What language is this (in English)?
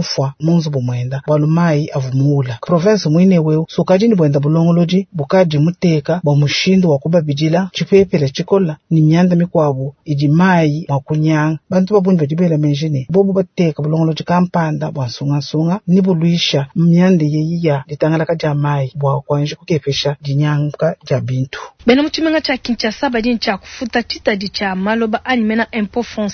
Luba-Lulua